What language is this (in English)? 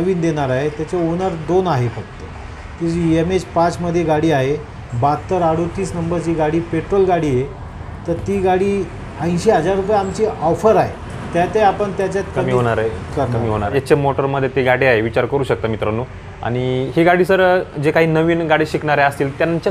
Marathi